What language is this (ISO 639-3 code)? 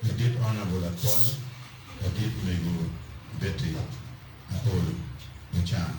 ach